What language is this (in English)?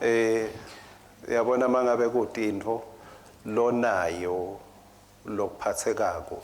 Swati